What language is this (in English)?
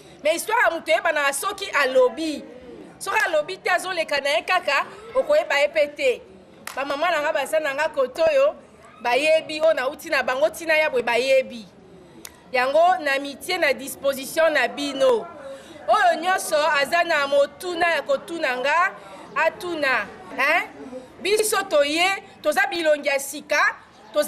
Lingala